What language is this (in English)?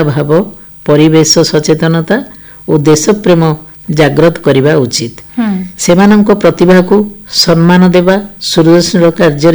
Odia